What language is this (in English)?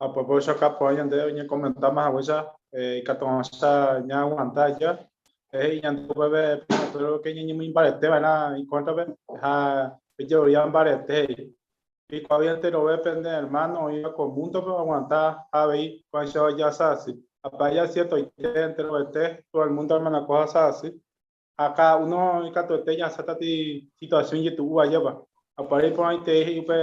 Guarani